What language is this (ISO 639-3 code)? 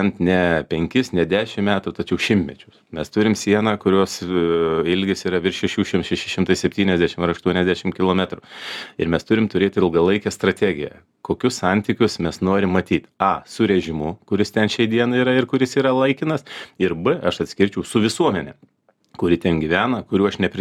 lit